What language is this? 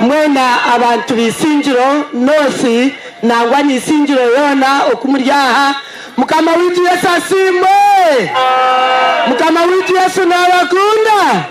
Nyankole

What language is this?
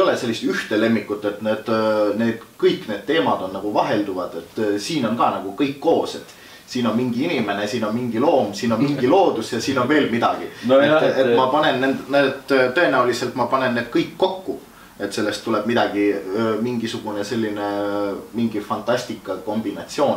Estonian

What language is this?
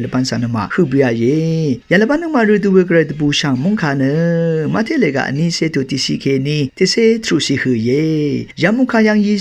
Rawang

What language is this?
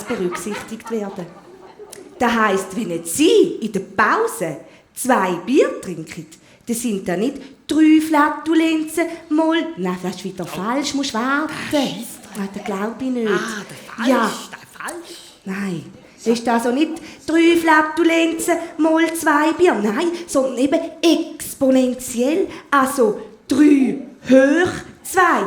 Swiss German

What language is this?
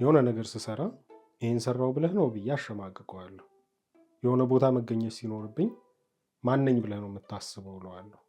Amharic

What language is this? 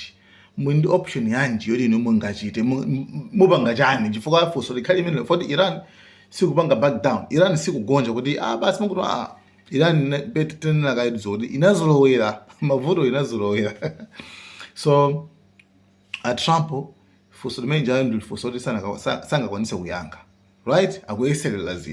Nyanja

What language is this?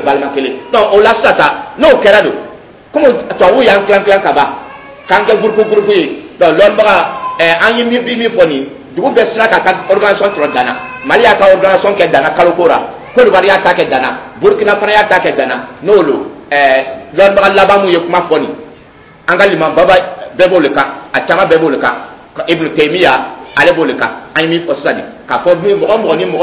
Dyula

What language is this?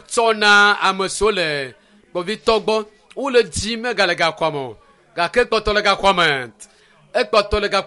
Ewe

